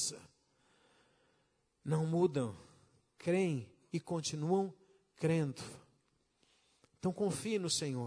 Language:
Portuguese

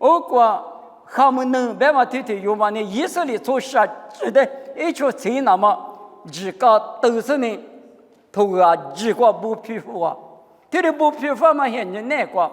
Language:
Lisu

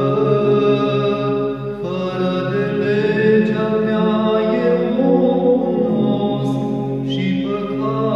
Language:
Romanian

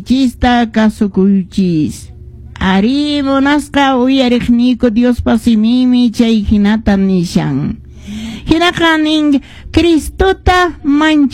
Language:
Quechua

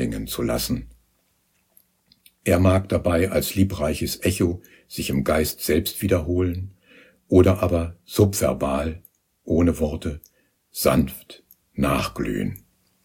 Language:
German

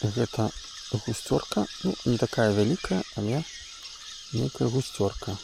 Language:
Belarusian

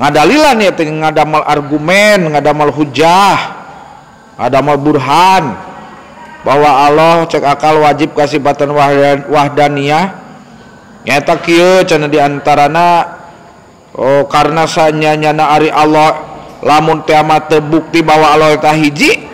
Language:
Sundanese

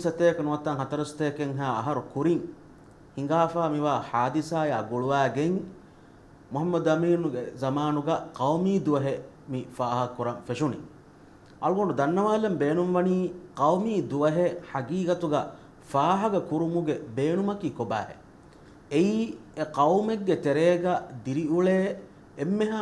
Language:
Divehi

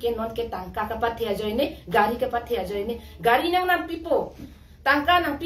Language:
Karbi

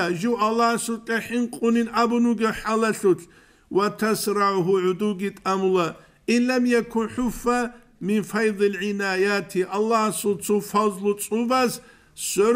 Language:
Avaric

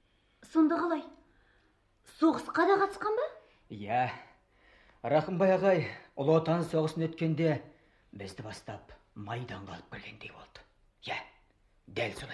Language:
Kazakh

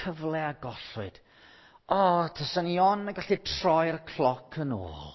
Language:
Welsh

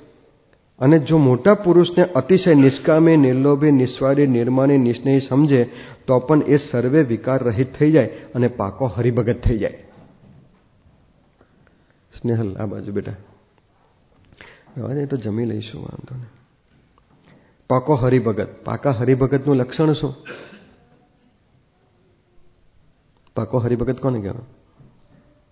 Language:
Gujarati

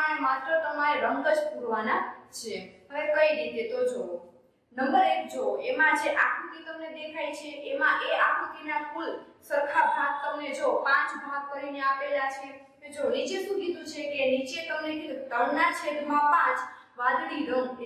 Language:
Gujarati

